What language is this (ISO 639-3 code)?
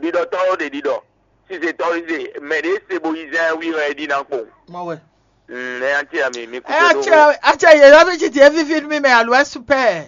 fon